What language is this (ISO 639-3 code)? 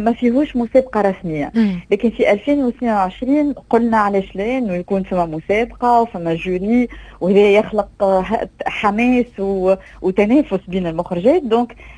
aeb